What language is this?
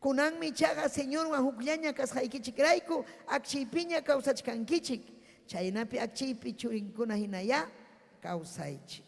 Ayacucho Quechua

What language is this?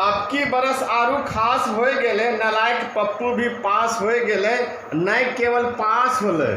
Angika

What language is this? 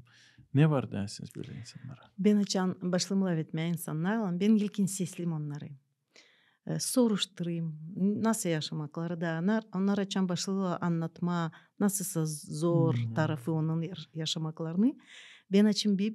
Gagauz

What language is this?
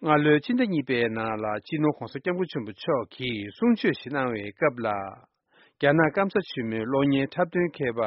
Tibetan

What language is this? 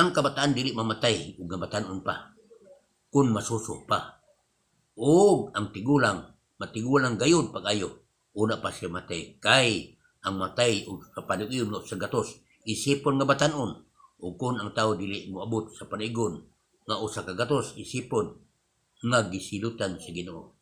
Cebuano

